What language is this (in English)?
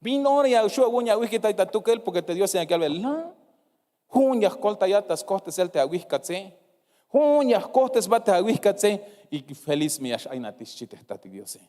Tzeltal